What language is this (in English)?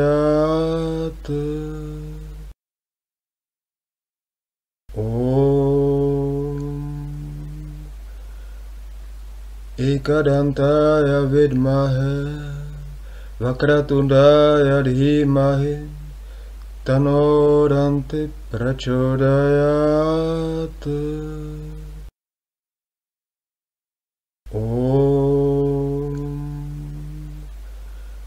Sanskrit